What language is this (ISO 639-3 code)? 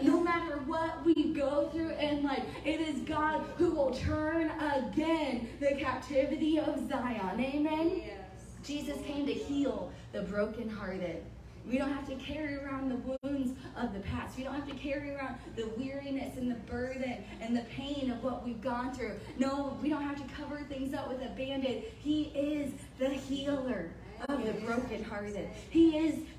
eng